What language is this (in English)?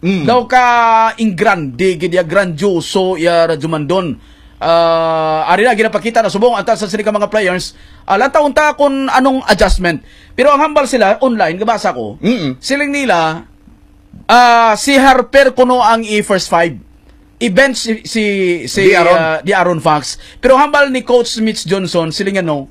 Hiligaynon